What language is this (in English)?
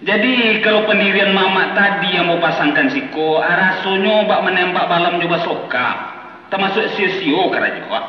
Minangkabau